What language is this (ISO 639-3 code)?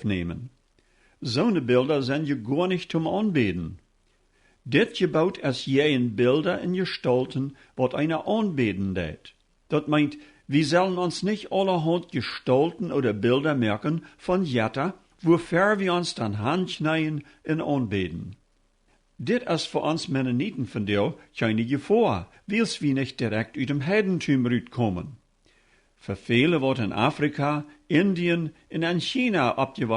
pdt